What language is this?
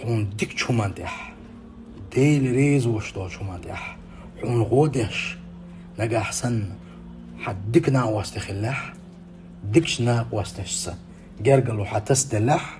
Chechen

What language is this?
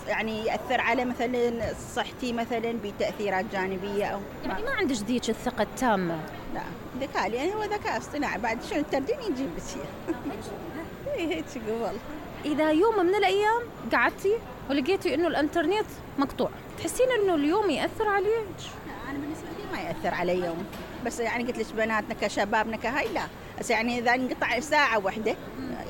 Mesopotamian Arabic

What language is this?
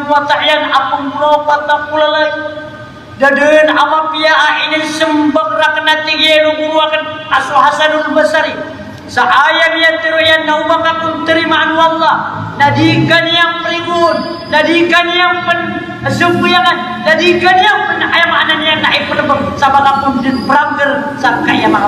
Maranao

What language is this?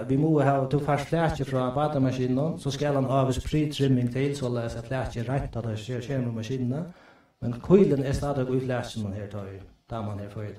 Faroese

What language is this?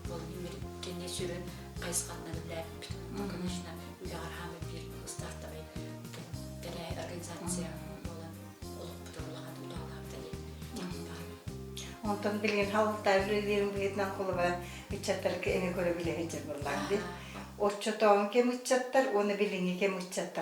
Yakut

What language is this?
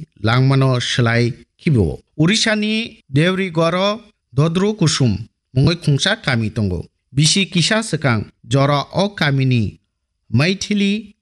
Kok Borok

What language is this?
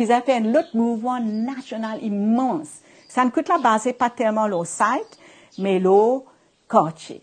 Morisyen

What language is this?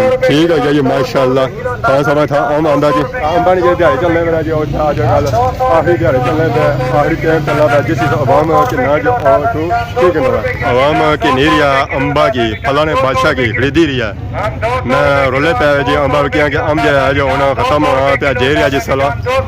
Pahari-Potwari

